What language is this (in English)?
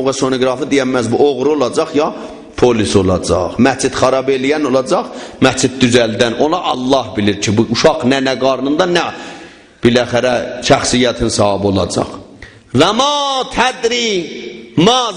South Azerbaijani